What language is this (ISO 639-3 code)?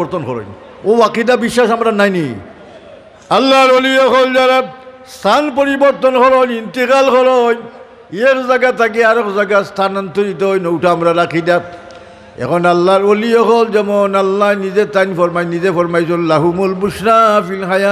syl